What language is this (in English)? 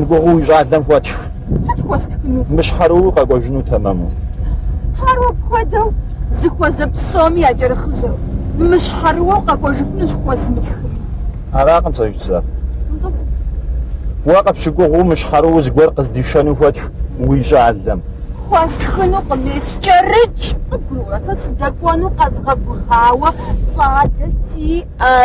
Kabardian